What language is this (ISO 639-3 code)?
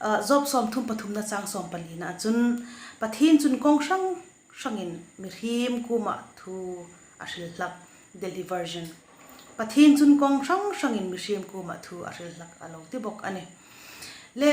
hmr